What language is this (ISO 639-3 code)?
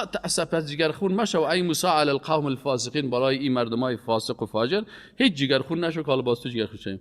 fas